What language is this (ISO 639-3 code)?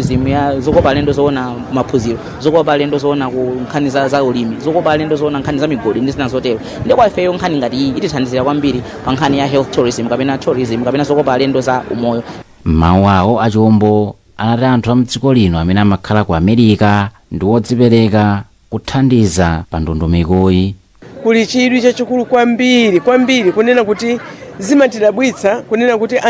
nya